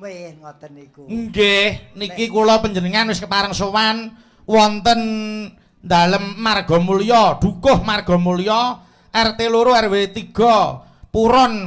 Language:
Javanese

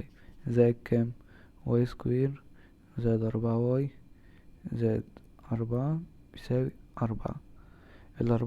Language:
Egyptian Arabic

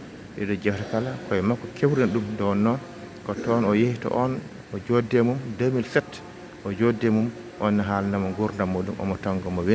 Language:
Fula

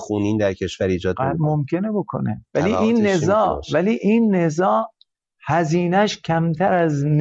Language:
Persian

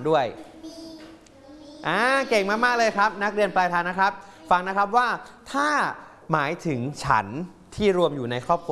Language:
Thai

